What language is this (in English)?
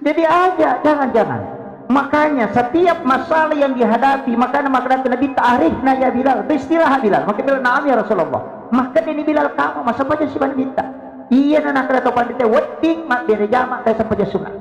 Buginese